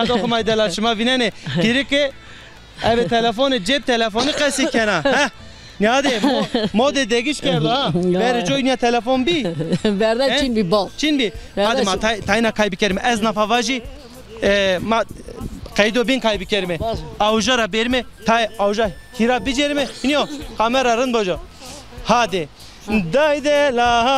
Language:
Zaza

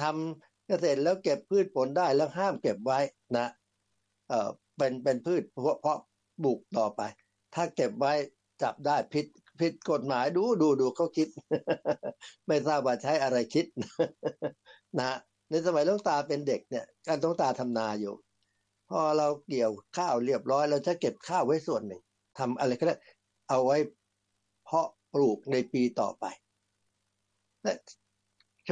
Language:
Thai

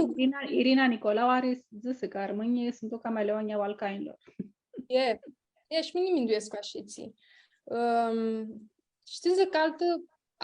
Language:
Aromanian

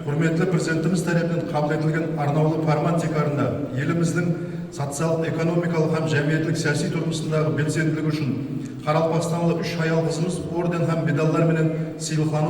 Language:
Kara-Kalpak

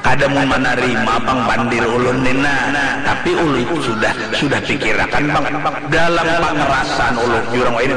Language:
Banjar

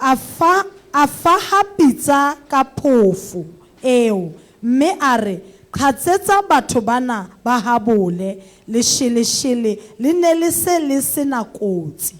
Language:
Southern Sotho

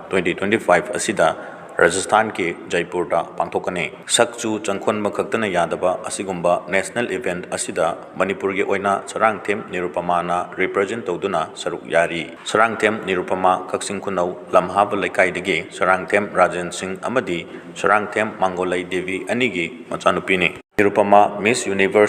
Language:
Manipuri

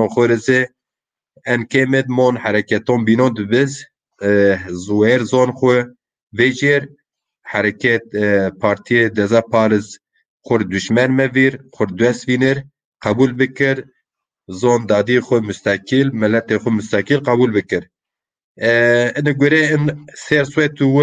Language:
Zaza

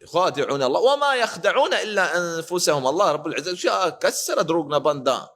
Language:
Baluchi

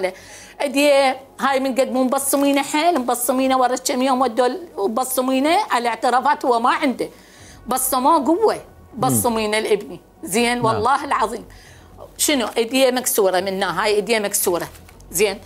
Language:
Mesopotamian Arabic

